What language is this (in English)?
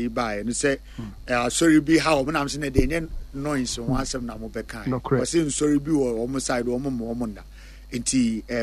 Akan